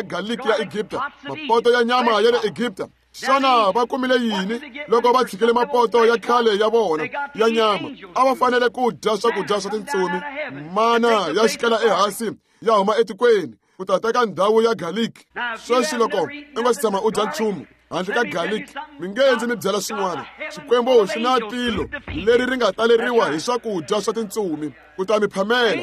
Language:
Tsonga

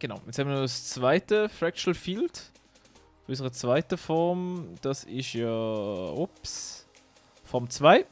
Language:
Swiss German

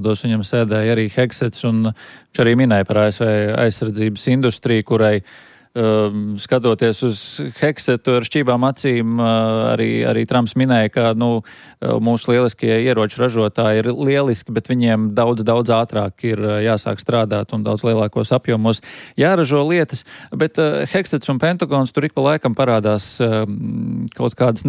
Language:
Latvian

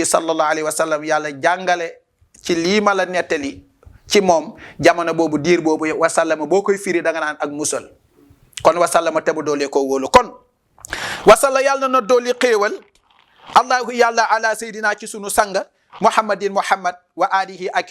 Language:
Wolof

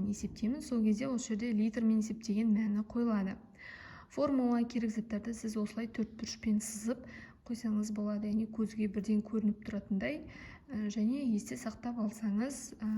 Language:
Kazakh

